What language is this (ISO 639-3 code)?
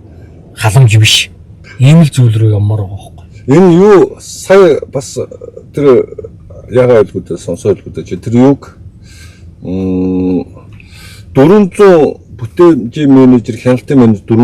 mon